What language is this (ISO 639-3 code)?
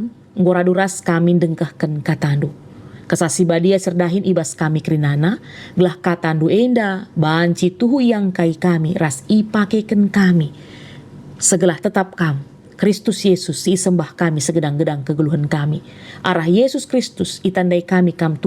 btx